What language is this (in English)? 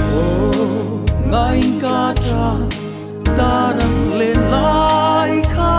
Hmar